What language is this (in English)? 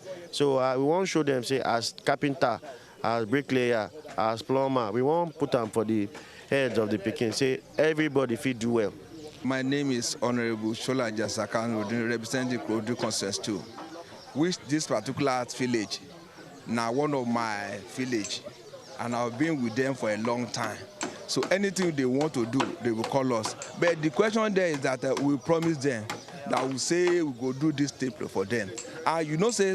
Nigerian Pidgin